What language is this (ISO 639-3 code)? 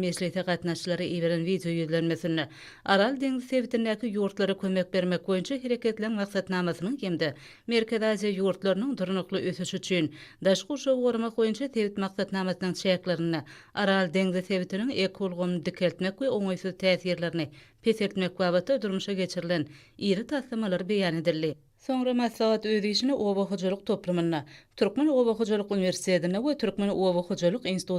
tuk